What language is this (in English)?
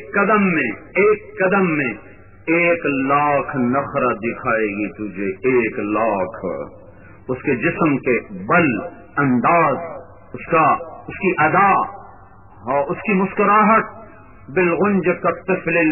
Urdu